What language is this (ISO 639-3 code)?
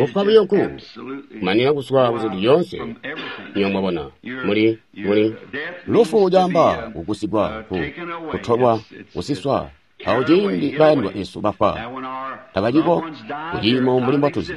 toi